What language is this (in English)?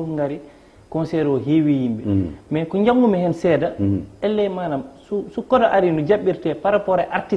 Fula